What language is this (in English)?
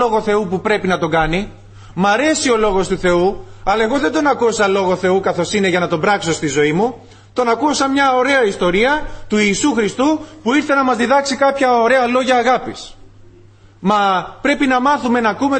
Greek